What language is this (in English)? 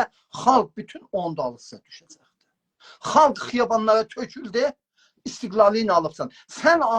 South Azerbaijani